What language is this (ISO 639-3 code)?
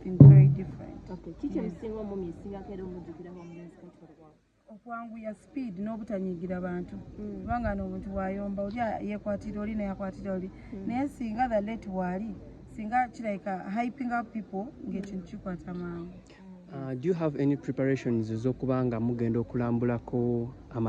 lug